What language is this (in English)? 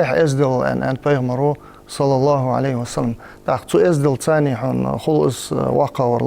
Ingush